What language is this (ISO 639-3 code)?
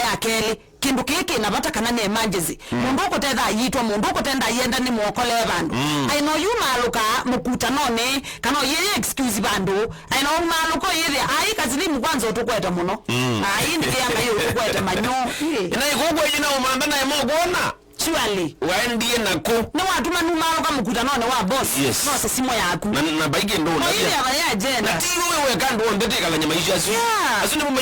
kam